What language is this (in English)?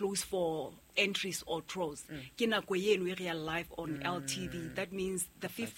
Southern Sotho